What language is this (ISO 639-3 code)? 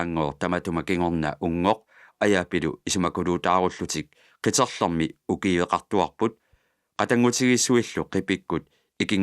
kal